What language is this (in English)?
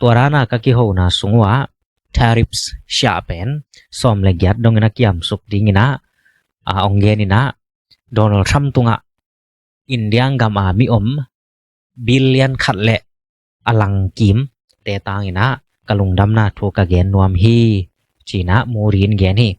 Tedim Chin